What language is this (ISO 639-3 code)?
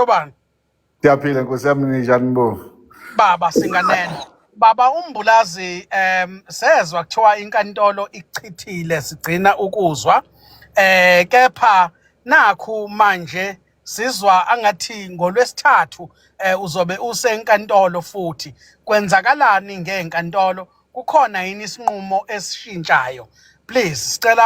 zul